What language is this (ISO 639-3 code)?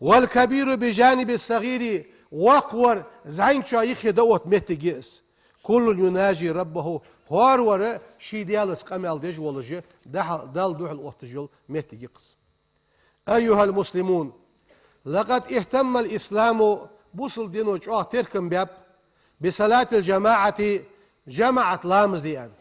inh